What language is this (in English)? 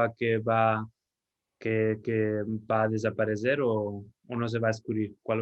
Ladino